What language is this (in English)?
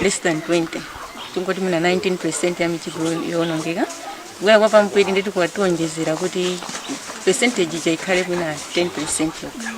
Nyanja